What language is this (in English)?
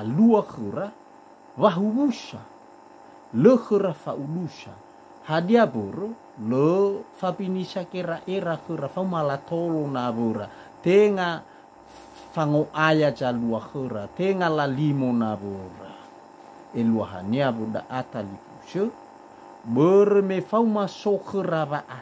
Nias